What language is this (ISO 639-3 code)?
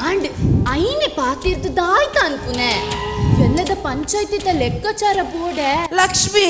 tcy